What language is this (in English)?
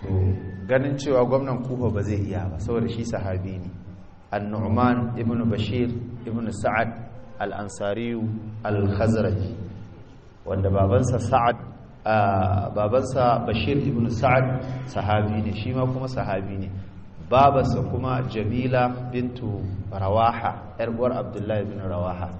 Hausa